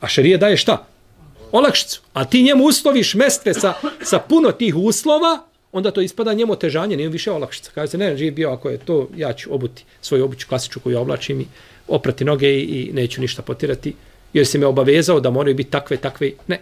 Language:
Bosnian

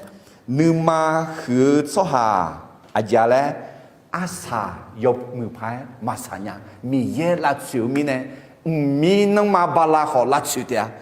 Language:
Akha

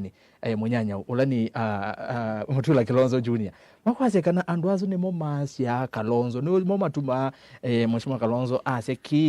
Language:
Kamba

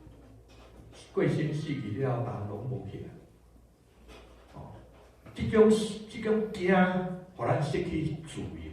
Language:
Min Nan Chinese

